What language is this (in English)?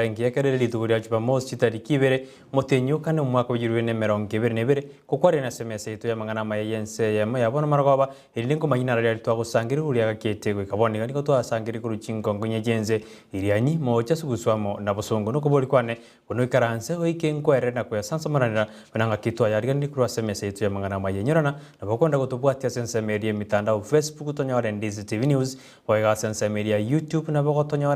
Gusii